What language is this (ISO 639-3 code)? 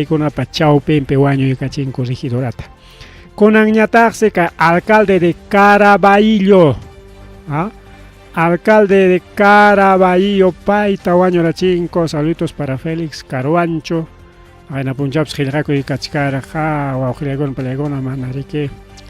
quy